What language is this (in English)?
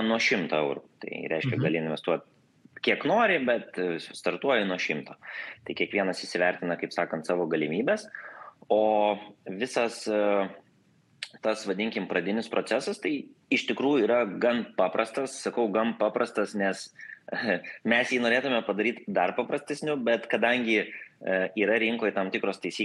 Lithuanian